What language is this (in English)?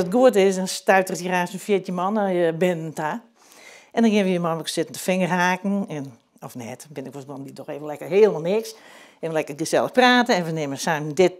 Western Frisian